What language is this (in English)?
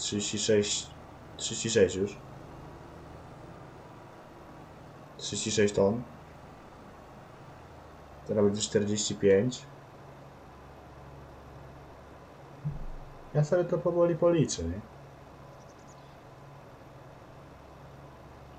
Polish